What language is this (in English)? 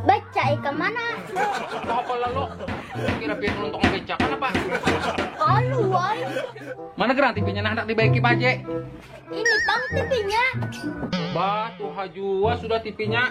Banjar